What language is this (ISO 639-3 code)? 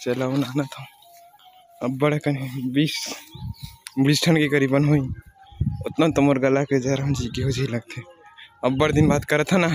hne